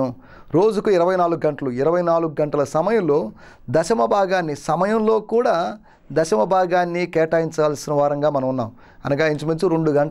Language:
Telugu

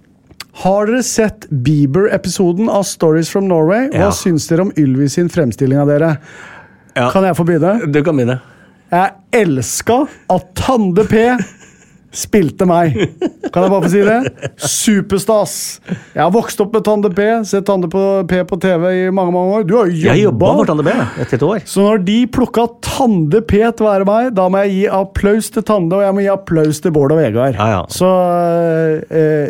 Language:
Norwegian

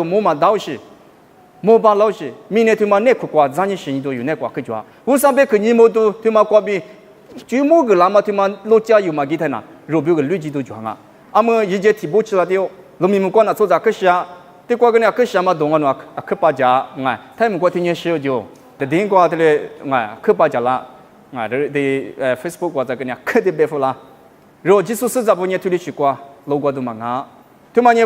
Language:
Lisu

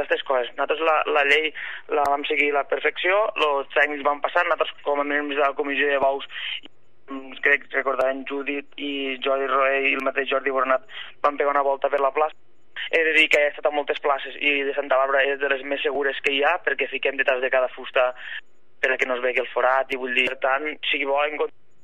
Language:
Catalan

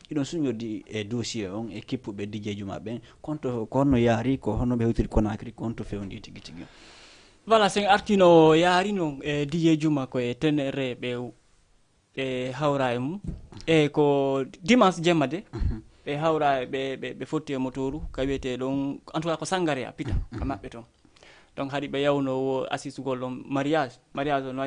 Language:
Fula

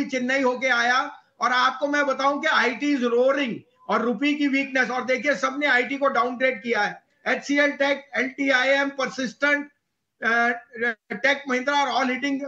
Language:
Hindi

